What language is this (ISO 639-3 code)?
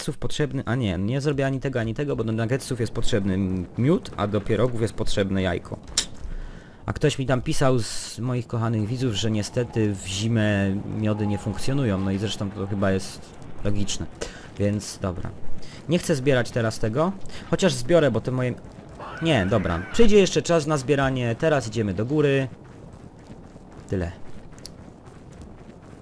pol